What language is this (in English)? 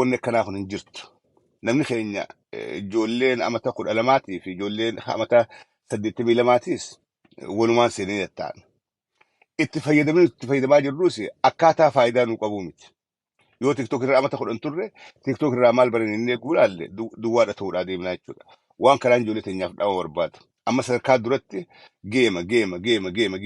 Oromo